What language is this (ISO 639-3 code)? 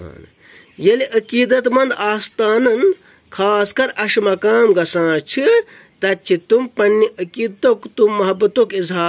kas